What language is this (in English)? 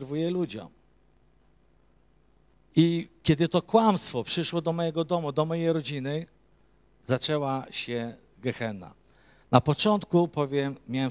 Polish